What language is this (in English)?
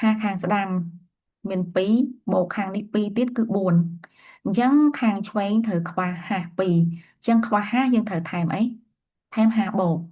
Khmer